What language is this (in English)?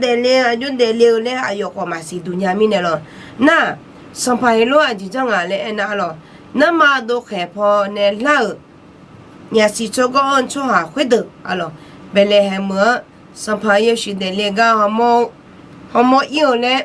Akha